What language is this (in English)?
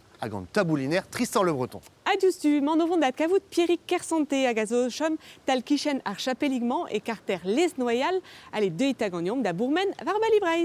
Breton